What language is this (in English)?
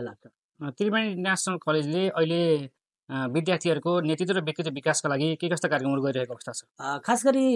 Nepali